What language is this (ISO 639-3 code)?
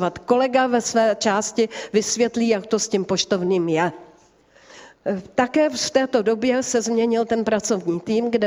ces